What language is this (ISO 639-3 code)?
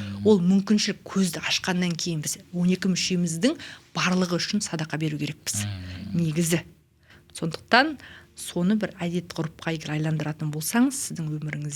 kaz